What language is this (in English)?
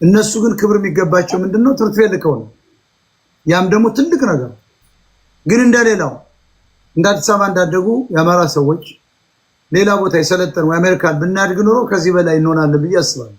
Amharic